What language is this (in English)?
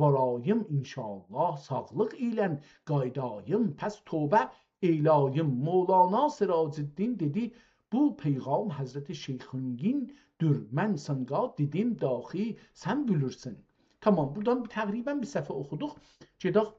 South Azerbaijani